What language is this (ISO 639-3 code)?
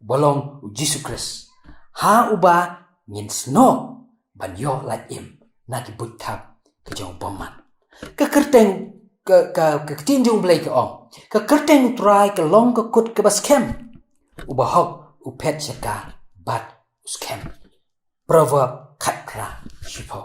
kha